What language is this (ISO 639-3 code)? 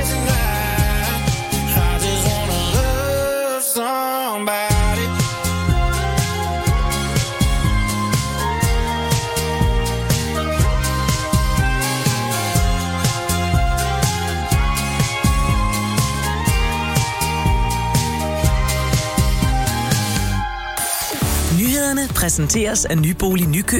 dan